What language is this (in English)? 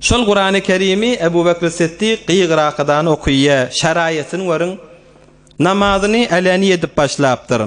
Turkmen